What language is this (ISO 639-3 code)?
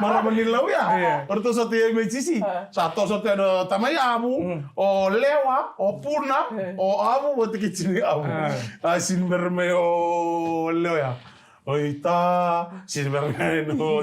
fij